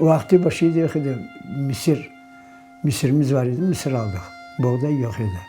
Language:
Crimean Tatar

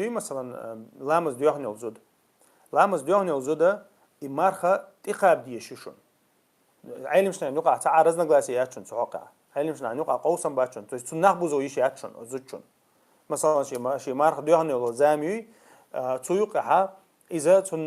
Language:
Chechen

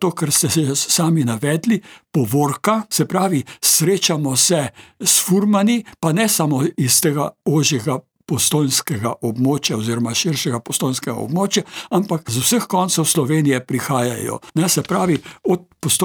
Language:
Slovenian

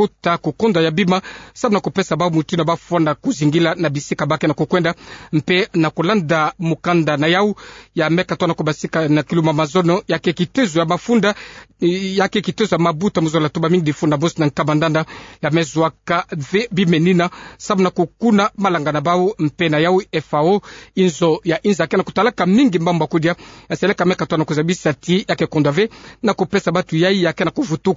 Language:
Kituba (Democratic Republic of Congo)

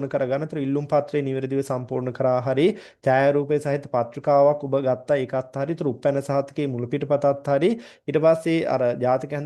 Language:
Sinhala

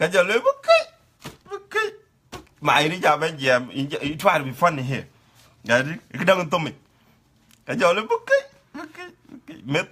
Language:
Dinka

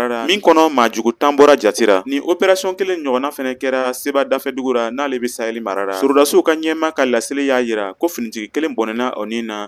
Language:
Bambara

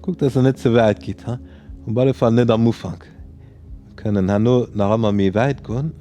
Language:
Luxembourgish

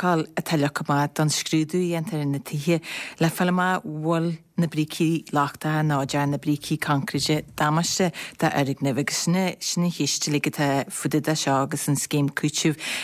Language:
Irish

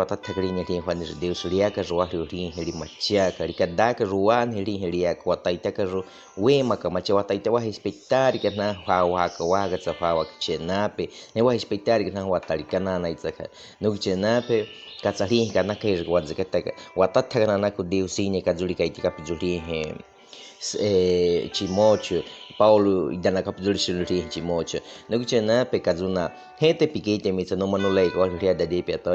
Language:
Baniwa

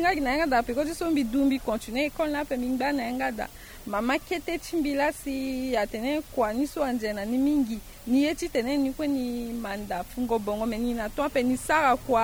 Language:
Sango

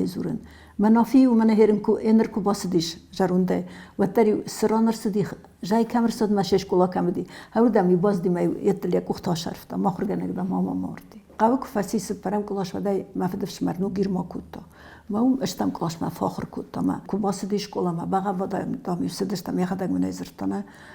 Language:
Ossetic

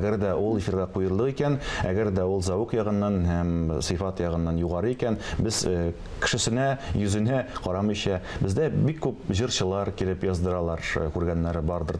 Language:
Tatar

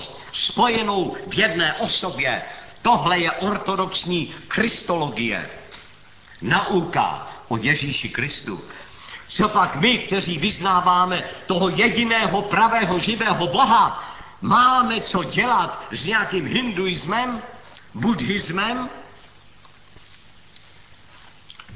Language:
Czech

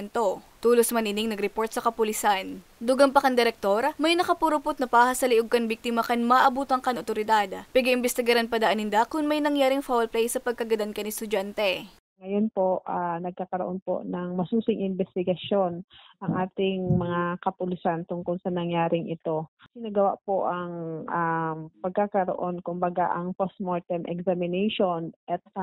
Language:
Bikol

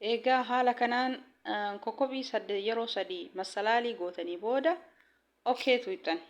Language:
Oromo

